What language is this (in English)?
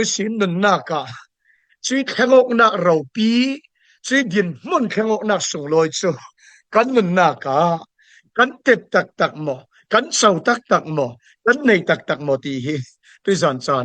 Falam Chin